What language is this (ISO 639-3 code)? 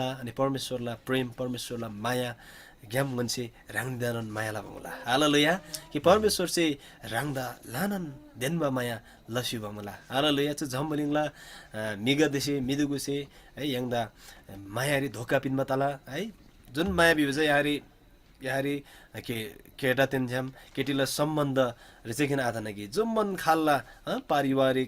taj